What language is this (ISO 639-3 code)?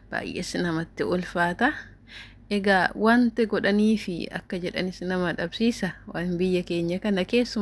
orm